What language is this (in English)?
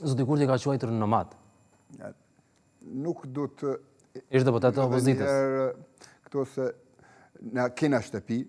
Albanian